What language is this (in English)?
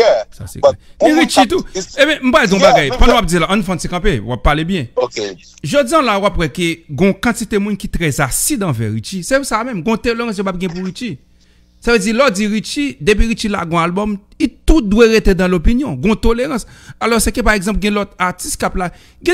Haitian Creole